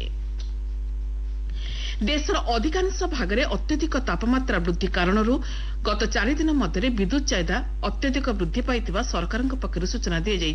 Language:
Odia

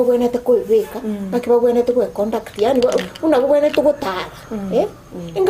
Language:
Gusii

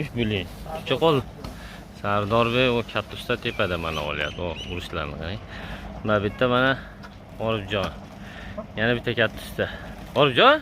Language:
Uzbek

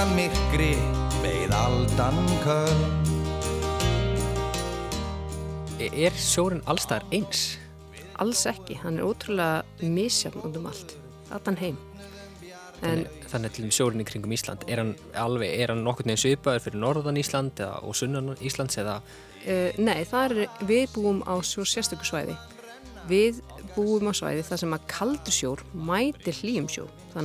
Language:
Icelandic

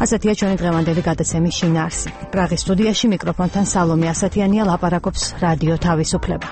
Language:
Georgian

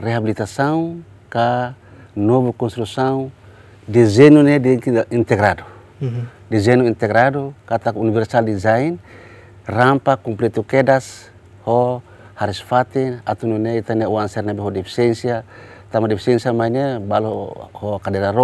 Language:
Tetum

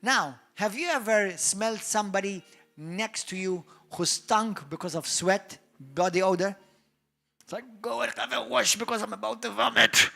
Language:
English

